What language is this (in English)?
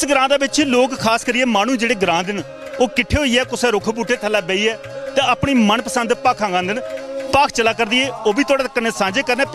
Dogri